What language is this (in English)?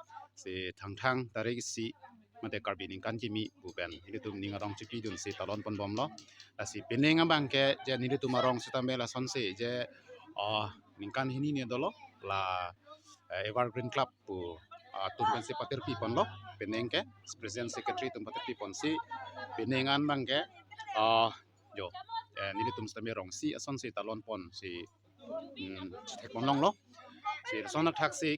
Karbi